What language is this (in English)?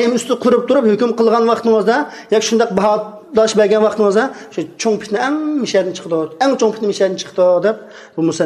Uyghur